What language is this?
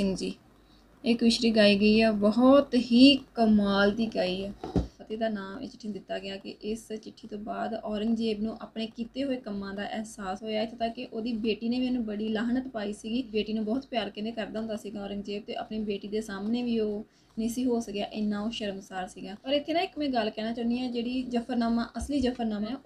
Punjabi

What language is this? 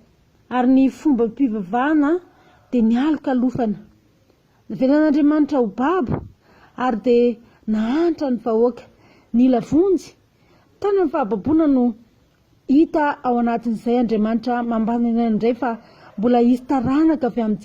Malagasy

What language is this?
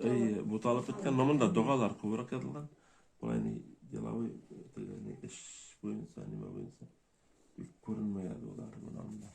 Bashkir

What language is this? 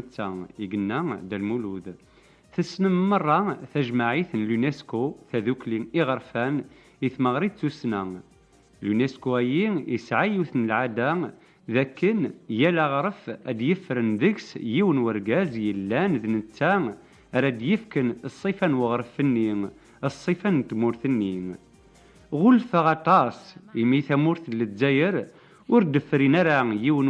Kabyle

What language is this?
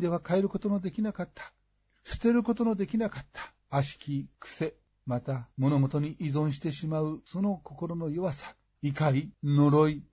Japanese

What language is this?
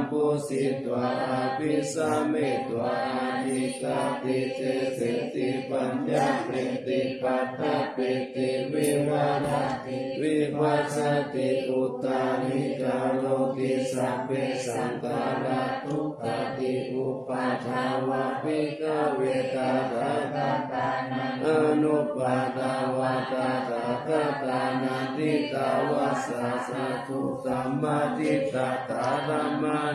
Pali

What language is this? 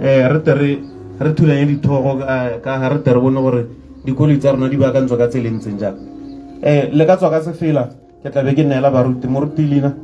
Tswana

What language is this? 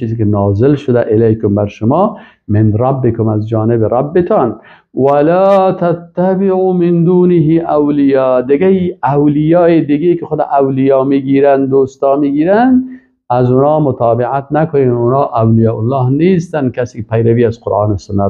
Persian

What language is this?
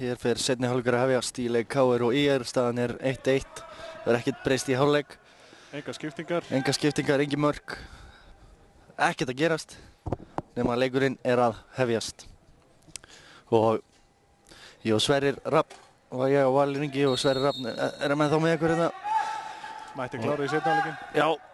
Icelandic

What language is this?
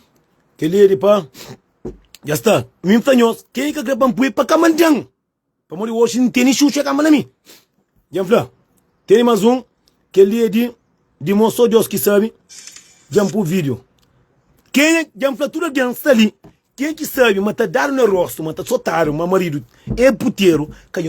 Kabuverdianu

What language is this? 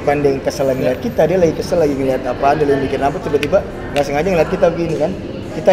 Indonesian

